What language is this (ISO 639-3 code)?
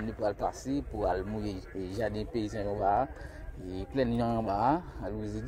hat